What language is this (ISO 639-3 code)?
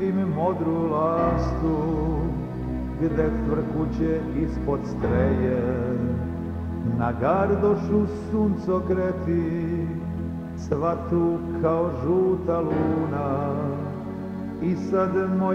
srp